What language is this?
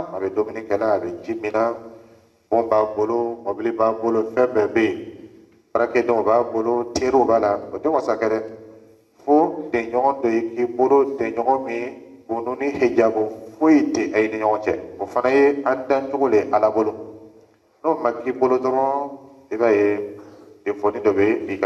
Dyula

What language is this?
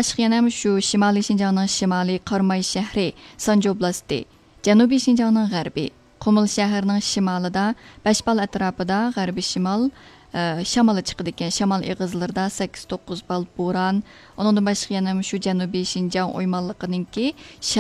Uyghur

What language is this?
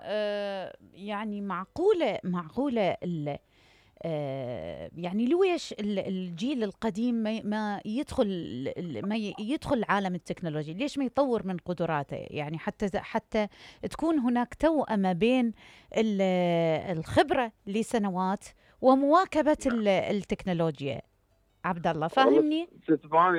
Mesopotamian Arabic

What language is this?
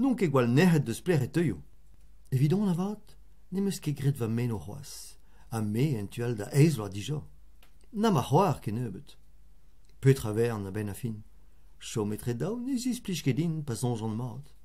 Breton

